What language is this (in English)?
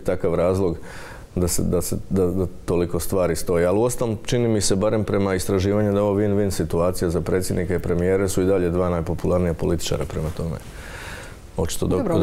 Croatian